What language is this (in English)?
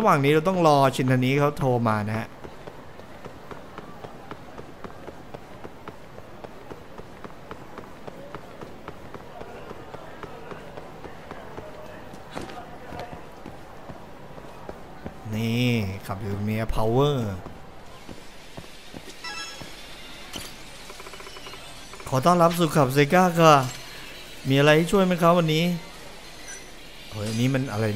Thai